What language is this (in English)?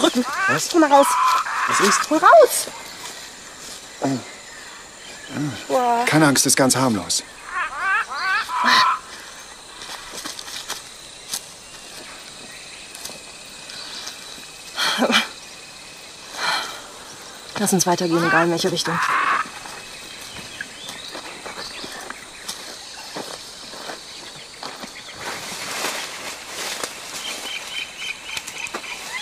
German